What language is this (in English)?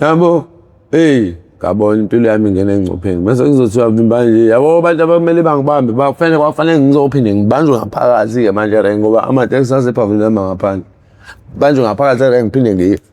Zulu